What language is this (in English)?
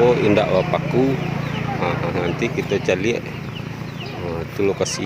Minangkabau